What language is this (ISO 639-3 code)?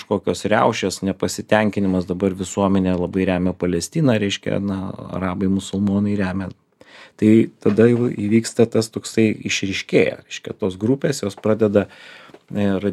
lit